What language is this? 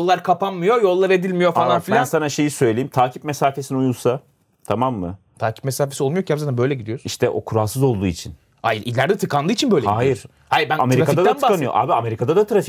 Turkish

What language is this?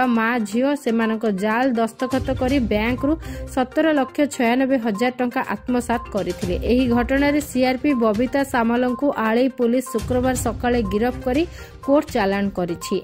Odia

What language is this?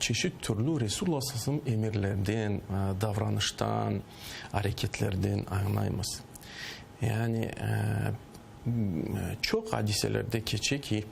Crimean Tatar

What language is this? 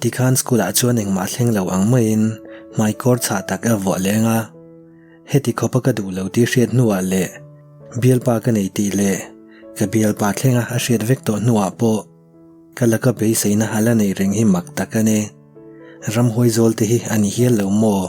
Mizo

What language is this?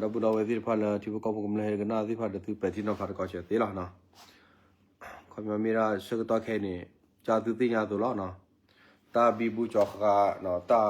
S'gaw Karen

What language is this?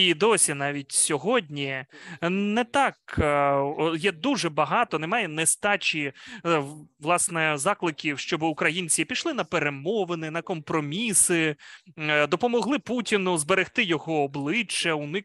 Ukrainian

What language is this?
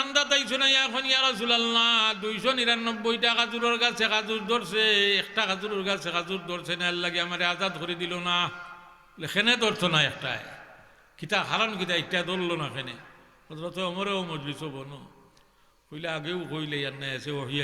Sylheti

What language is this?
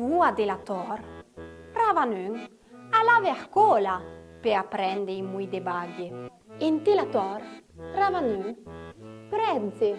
Arpitan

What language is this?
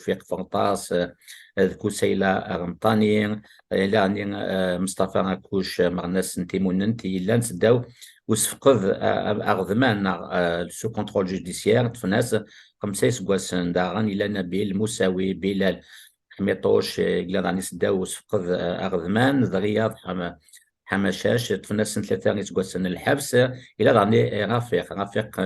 Kabyle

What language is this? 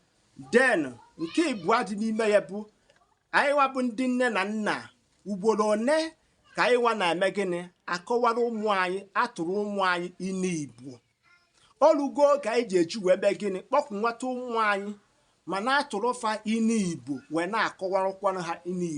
Igbo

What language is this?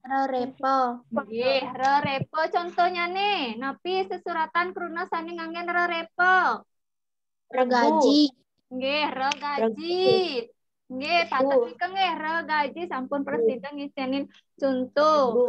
Balinese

